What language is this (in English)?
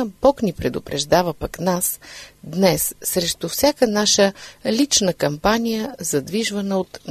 Bulgarian